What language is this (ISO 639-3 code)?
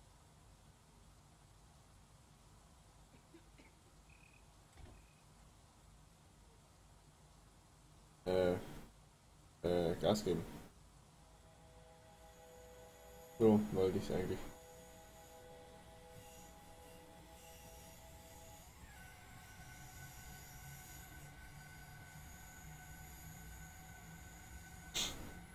deu